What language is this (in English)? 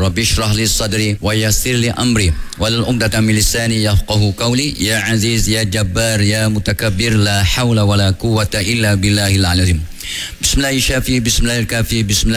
Malay